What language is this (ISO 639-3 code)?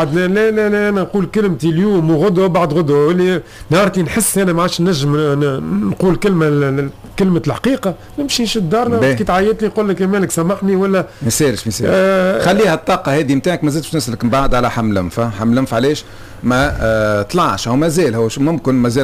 aeb